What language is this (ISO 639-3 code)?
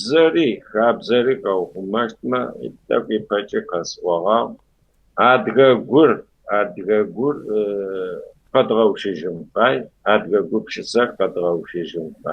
kbd